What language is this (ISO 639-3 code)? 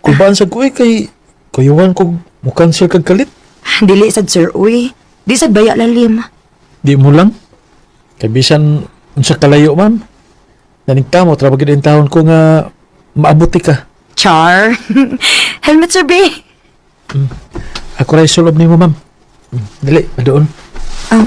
ceb